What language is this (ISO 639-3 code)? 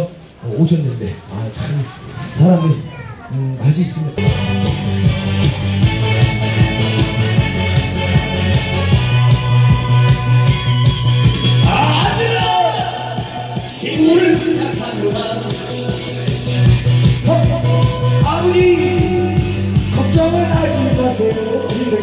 kor